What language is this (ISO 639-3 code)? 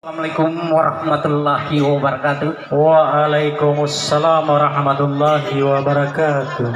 gor